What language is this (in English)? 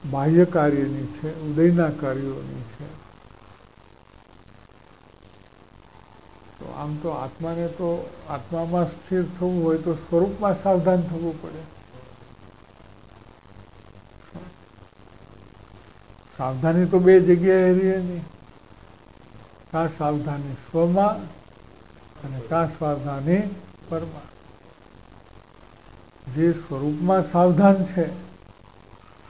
Gujarati